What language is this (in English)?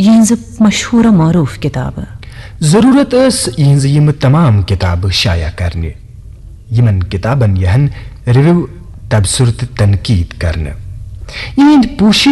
Kashmiri